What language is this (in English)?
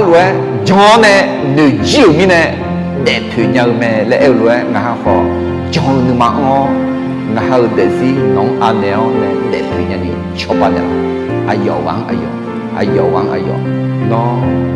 Akha